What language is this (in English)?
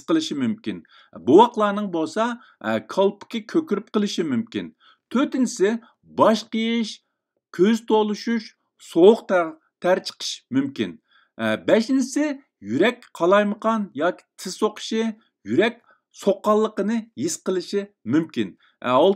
Uyghur